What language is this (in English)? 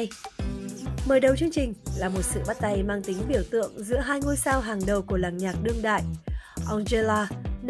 Vietnamese